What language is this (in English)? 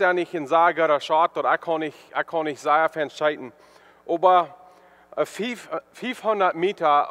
Plautdietsch